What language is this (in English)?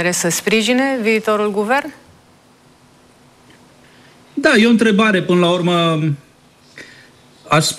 Romanian